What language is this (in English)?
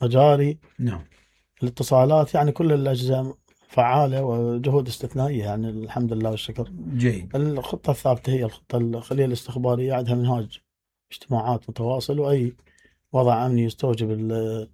Mesopotamian Arabic